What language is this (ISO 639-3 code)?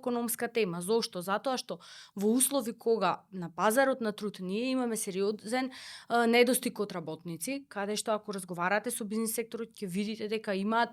mkd